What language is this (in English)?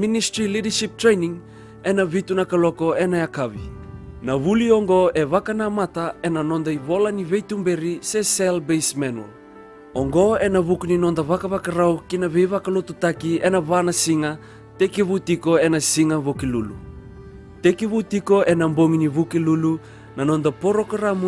Fijian